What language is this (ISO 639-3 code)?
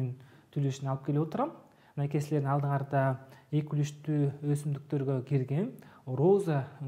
kir